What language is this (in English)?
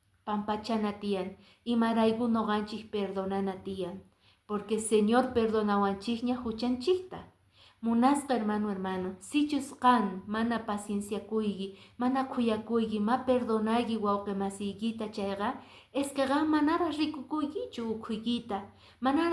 Quechua